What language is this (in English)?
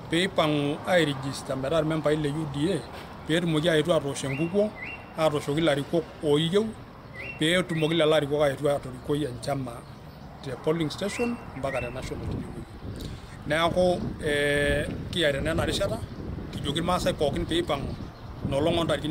Masai